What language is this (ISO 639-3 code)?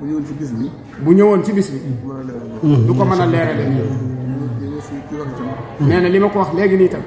wol